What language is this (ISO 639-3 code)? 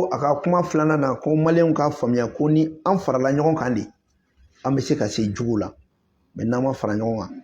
bam